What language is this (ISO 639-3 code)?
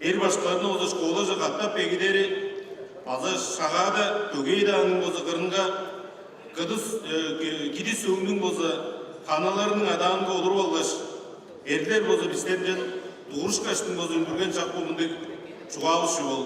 tyv